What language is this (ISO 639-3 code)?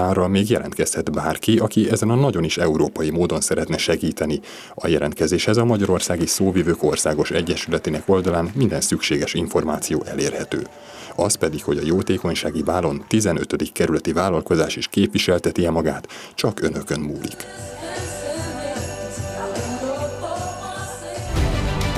hun